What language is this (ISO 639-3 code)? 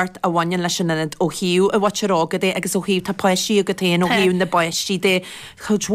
gle